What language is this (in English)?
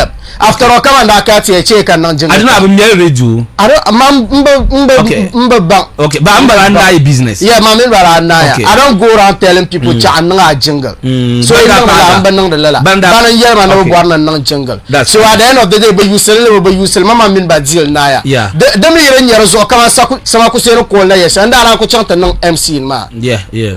Dagbani